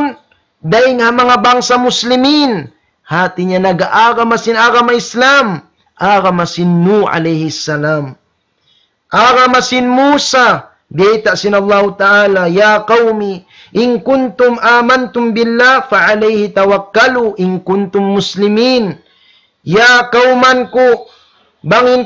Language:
Tausug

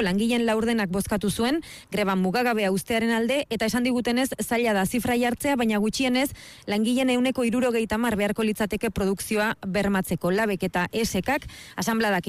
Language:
Basque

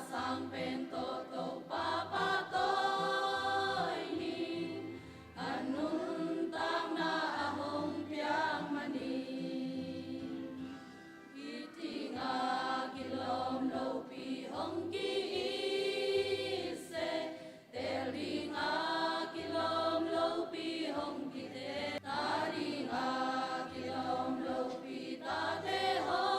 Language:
Tedim Chin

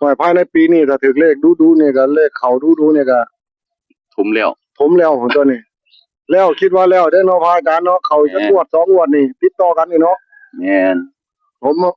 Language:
Northeastern Thai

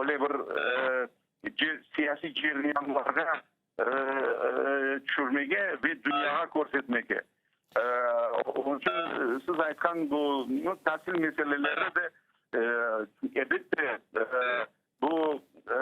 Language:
Crimean Tatar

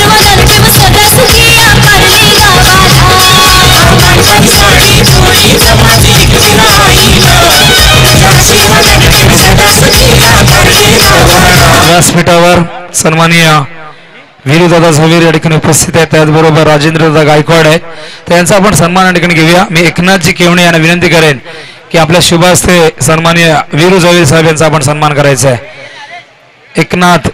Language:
Marathi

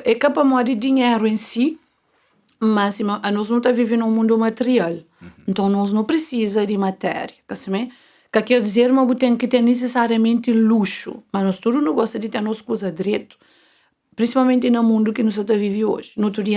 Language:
Kabuverdianu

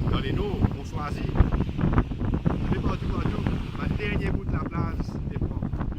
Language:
Morisyen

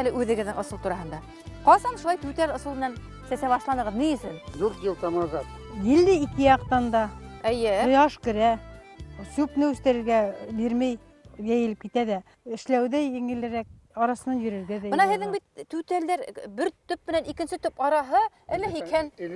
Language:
Bashkir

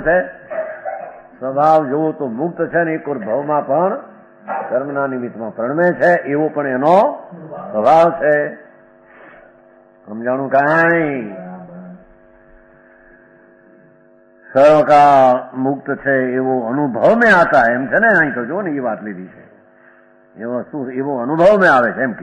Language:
Gujarati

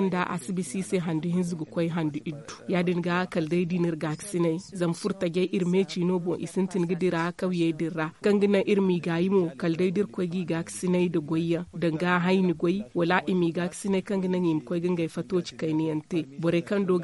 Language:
Zarma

